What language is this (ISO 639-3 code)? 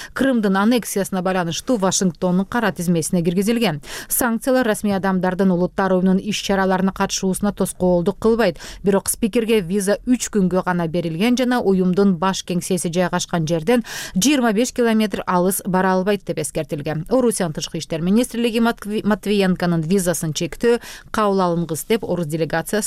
kir